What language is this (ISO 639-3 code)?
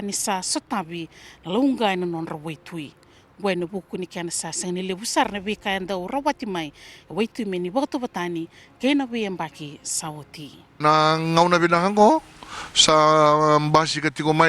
fij